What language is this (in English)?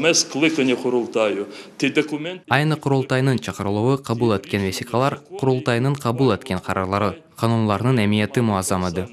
Crimean Tatar